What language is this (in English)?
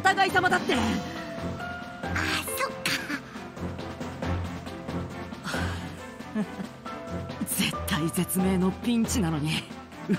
Japanese